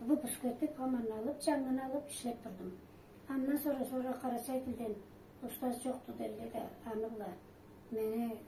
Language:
Karachay-Balkar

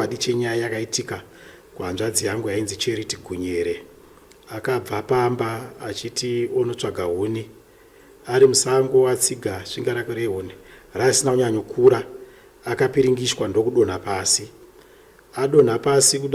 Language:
Shona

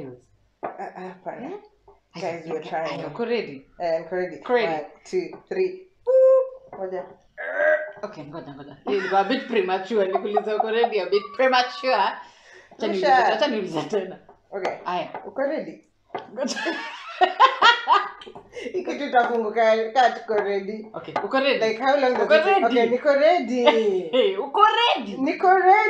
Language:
Swahili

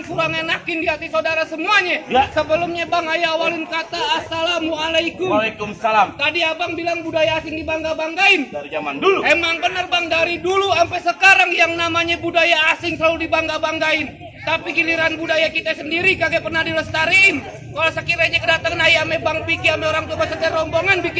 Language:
Betawi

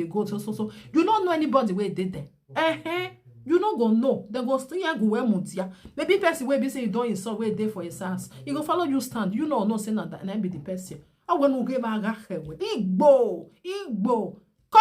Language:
Nigerian Pidgin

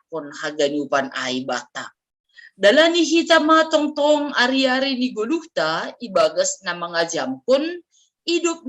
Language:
Batak Simalungun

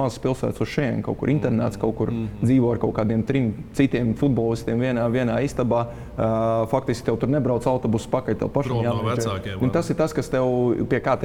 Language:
Latvian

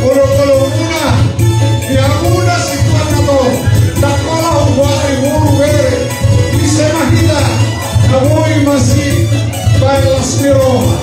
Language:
Batak Toba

